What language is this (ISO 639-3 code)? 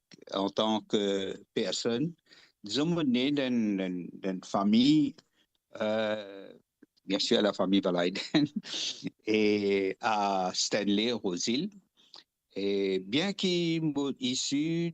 mfe